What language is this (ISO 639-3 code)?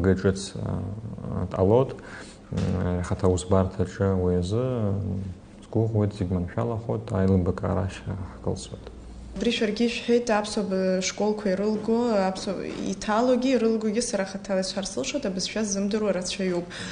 abk